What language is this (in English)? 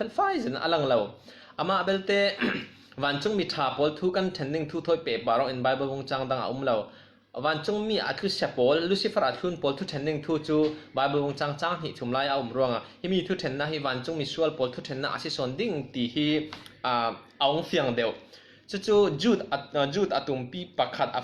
Falam Chin